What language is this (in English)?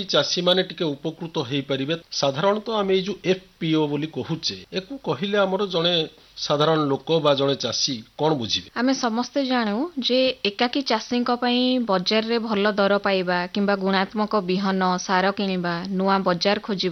Odia